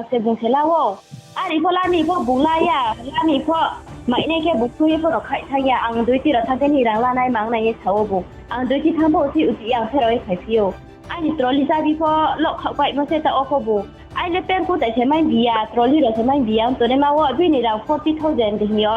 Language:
Riang (India)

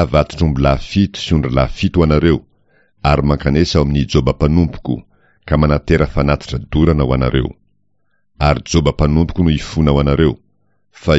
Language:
Malagasy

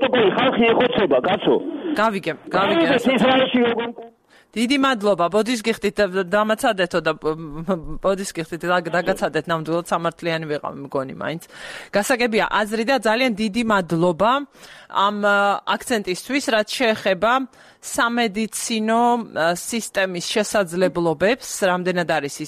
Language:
Georgian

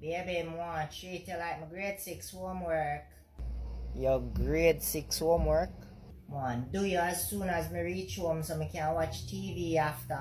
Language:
Jamaican Creole English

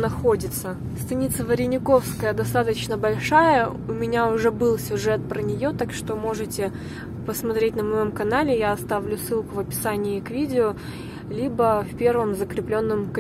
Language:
Russian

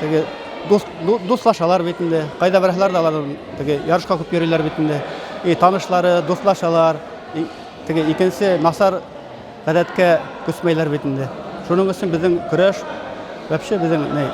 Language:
Bashkir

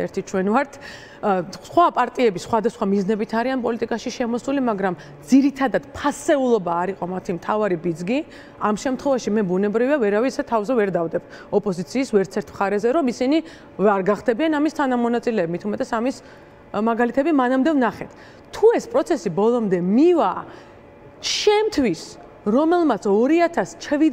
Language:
Georgian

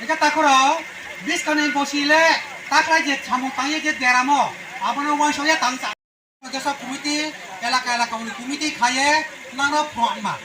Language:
Riang (India)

